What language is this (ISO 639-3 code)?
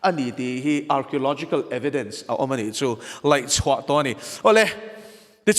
lus